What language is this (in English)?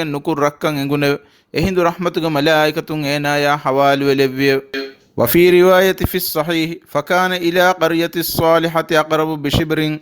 Divehi